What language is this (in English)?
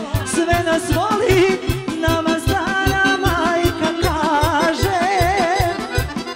Serbian